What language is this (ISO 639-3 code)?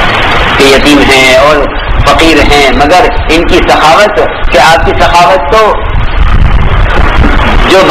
urd